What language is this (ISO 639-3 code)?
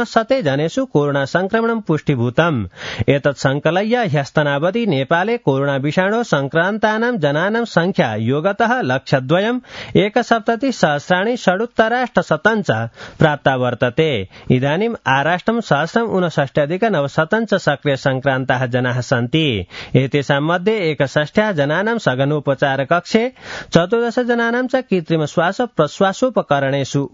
san